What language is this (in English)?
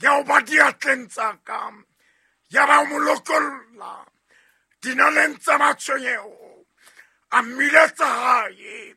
Southern Sotho